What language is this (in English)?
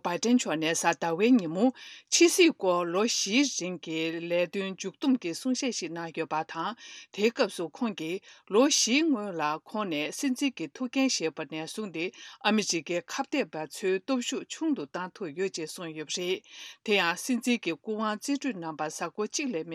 Tibetan